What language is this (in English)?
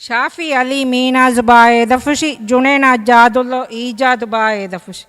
Divehi